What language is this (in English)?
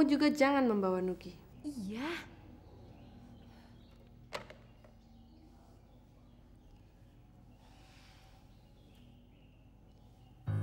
Indonesian